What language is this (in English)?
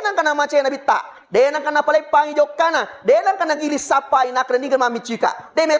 Buginese